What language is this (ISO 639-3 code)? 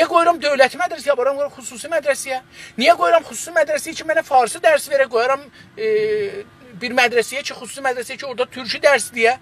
azb